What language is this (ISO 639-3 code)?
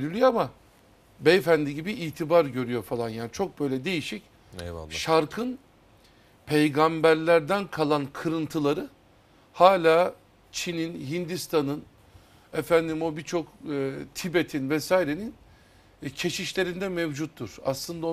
tur